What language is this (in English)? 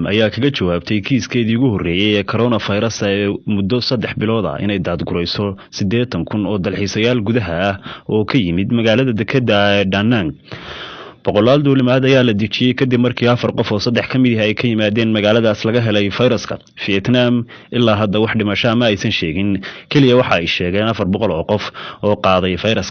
Somali